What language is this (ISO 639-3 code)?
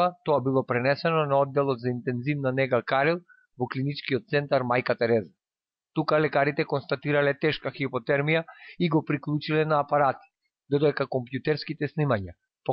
mkd